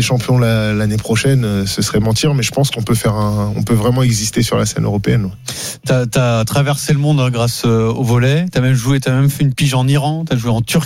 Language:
French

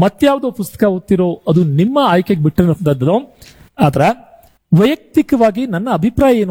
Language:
Kannada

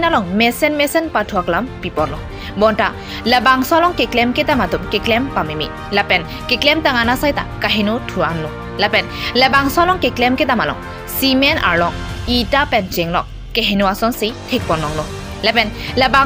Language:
Karbi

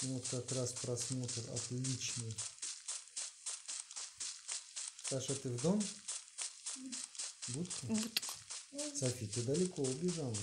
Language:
Russian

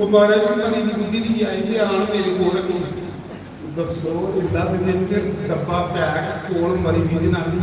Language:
Dogri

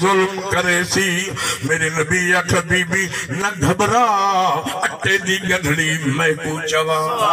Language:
Saraiki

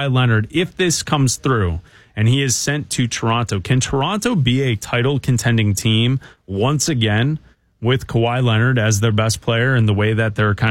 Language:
English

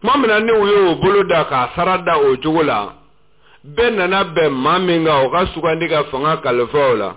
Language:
Bambara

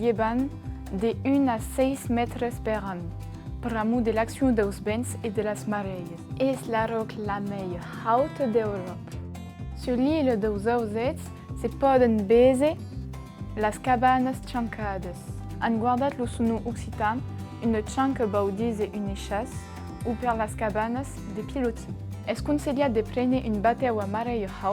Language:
Occitan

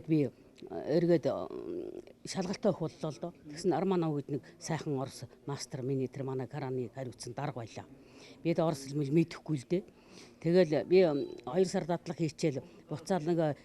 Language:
Mongolian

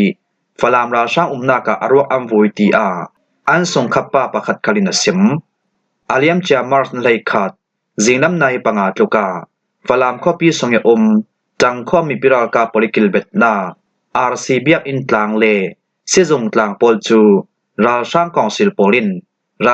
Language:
Falam Chin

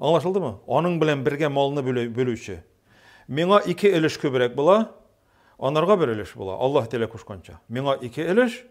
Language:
Tatar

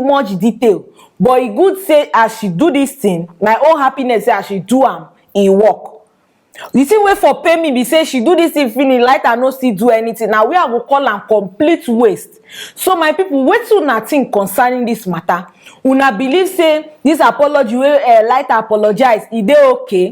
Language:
Nigerian Pidgin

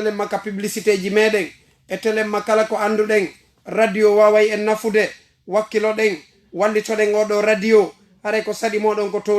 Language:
Fula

